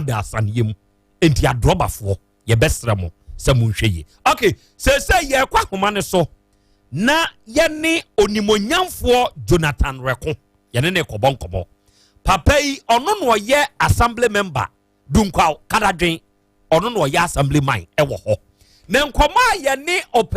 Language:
Akan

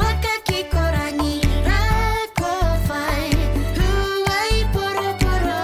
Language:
Māori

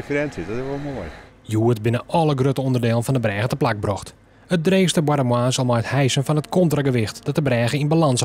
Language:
Western Frisian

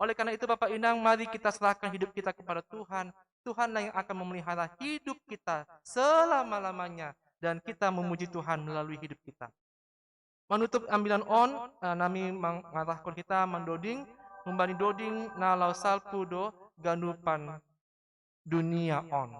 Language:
Batak Simalungun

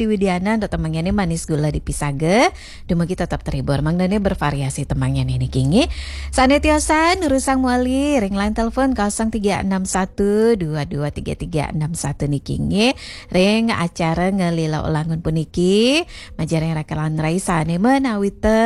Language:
Balinese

